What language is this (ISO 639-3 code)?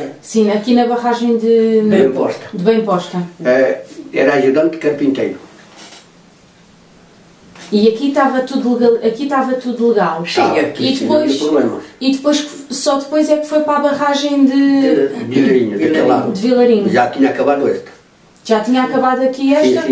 por